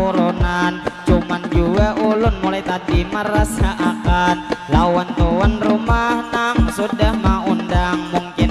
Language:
Banjar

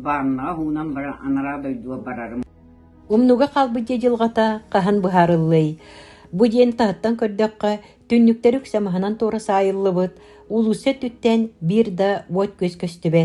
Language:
Yakut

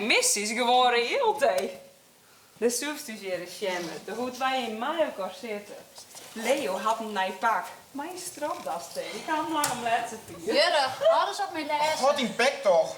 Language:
Western Frisian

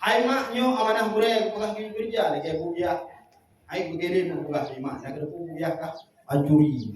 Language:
Achinese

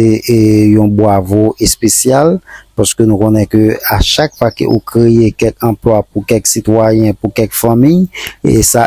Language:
Haitian Creole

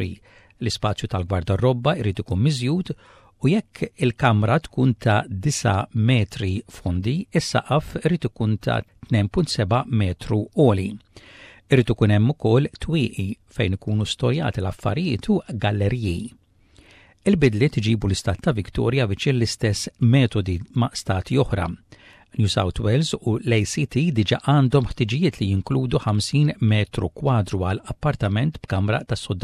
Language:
Maltese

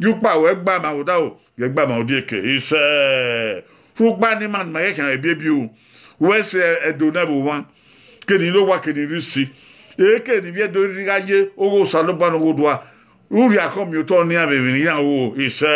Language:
Bini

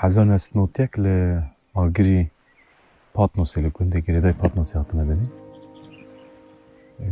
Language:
Kurdish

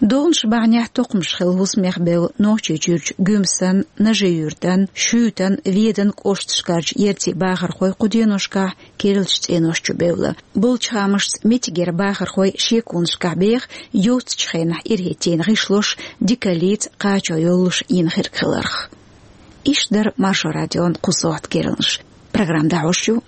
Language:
Chechen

